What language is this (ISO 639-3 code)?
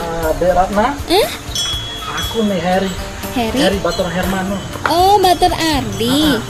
sas